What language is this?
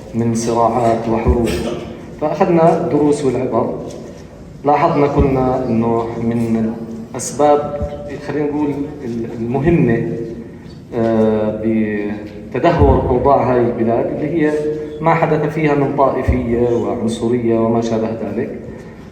North Levantine Arabic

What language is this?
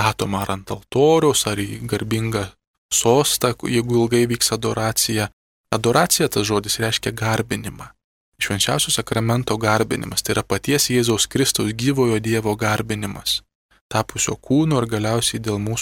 Lithuanian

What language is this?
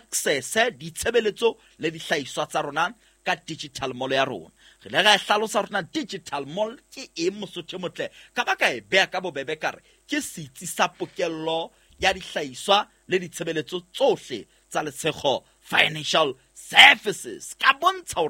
Southern Sotho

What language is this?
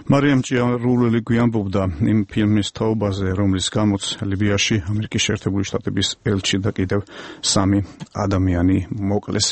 Georgian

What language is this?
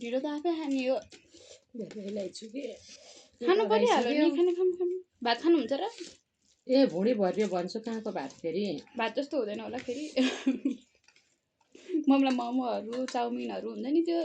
Nepali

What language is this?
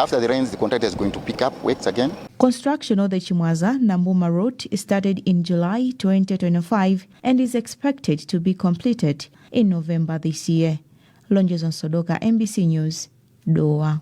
English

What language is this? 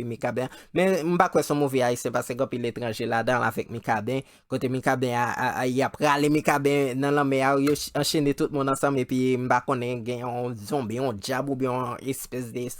Haitian Creole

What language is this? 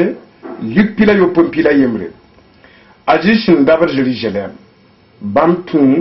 Mossi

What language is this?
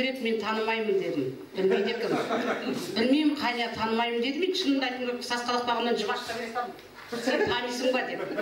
Kazakh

